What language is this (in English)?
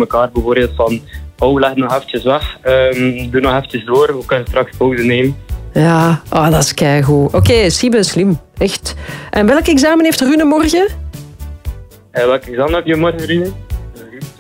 Dutch